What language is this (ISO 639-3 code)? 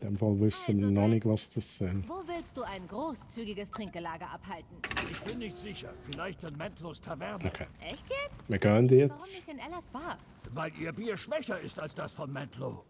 gsw